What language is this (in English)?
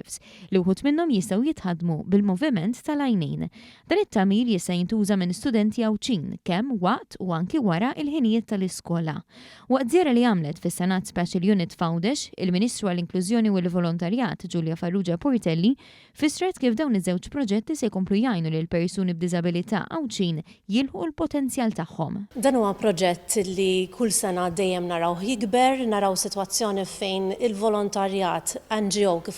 Maltese